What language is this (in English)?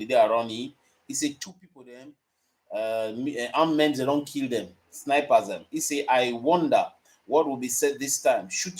Cameroon Pidgin